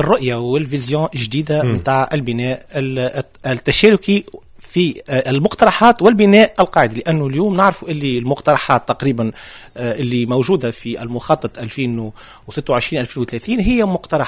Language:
Tunisian Arabic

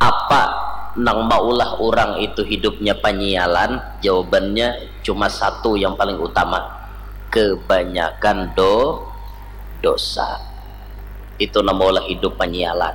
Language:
Banjar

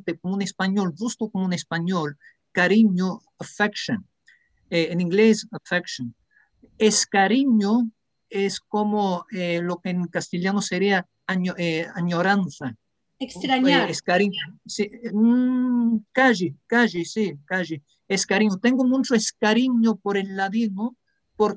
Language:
Ladino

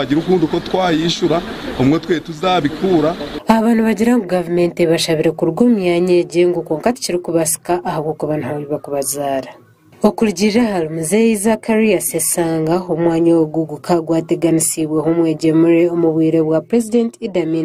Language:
Nyankole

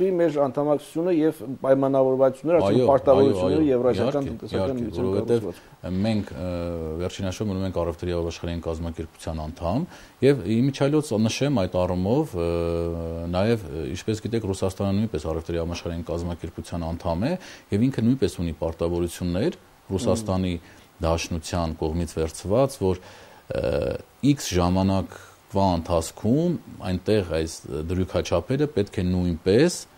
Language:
Armenian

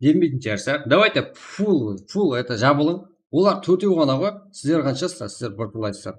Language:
Kara-Kalpak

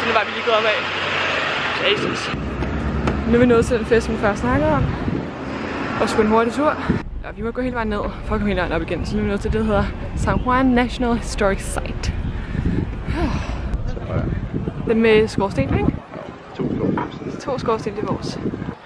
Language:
Danish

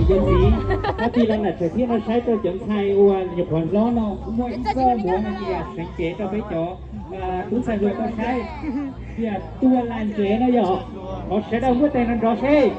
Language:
Hmong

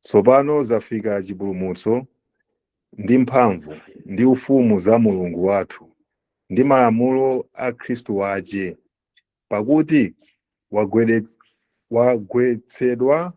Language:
Nyanja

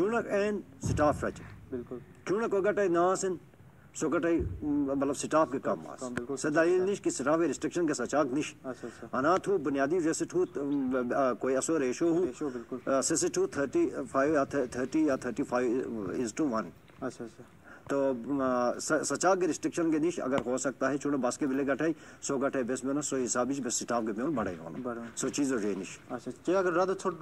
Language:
Shina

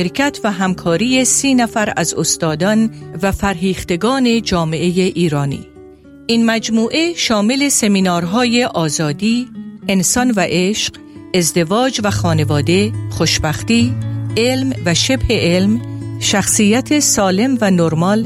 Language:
Persian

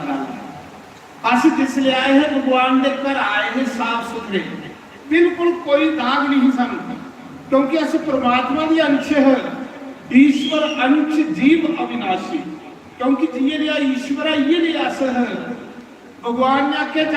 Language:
Dogri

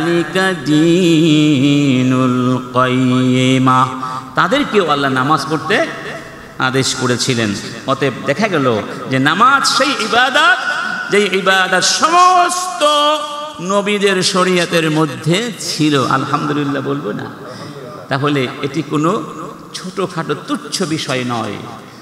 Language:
Bangla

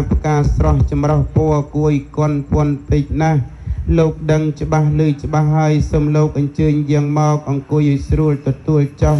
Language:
Khmer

